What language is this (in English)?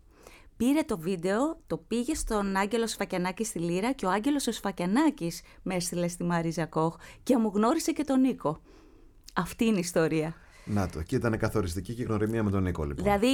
Greek